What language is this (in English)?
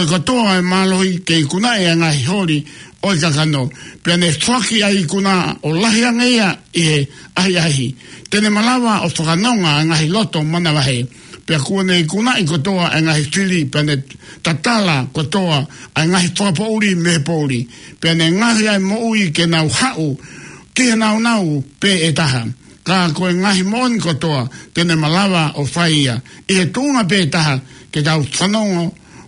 Tongan